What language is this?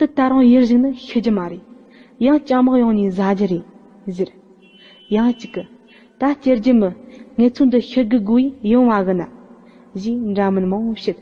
Tibetan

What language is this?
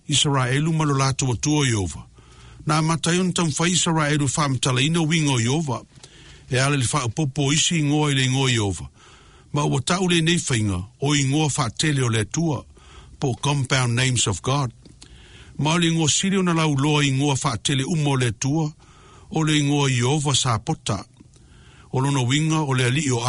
Samoan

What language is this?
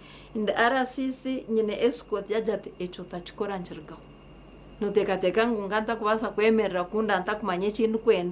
Nyankole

